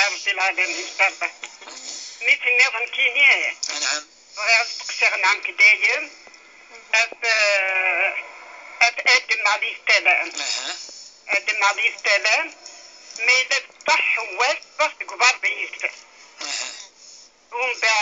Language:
Kabyle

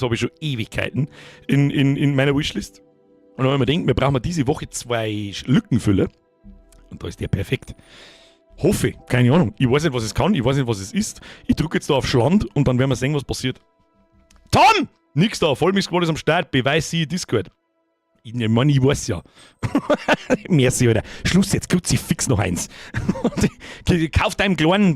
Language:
Bavarian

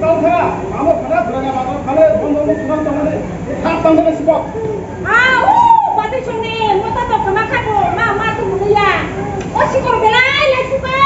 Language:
Kok Borok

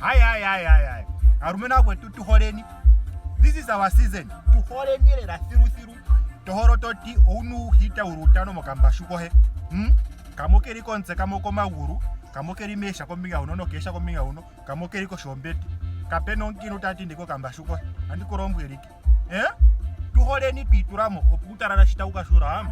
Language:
Ndonga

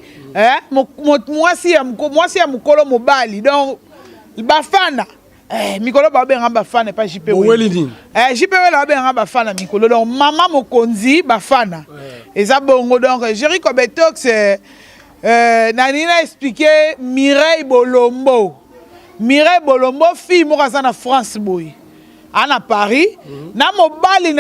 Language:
Lingala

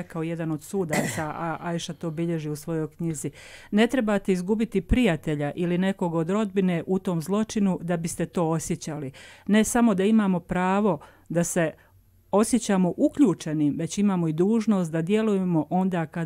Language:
Bosnian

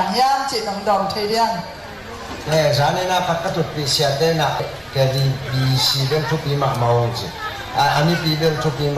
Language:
Tedim Chin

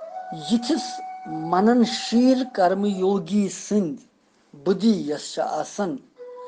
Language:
Kashmiri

